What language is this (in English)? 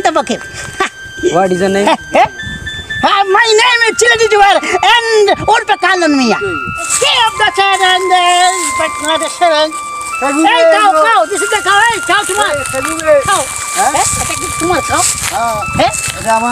Sylheti